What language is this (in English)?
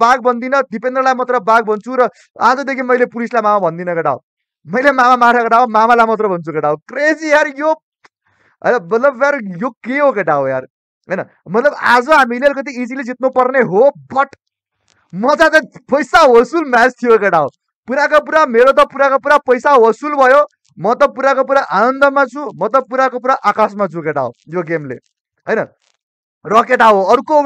Nepali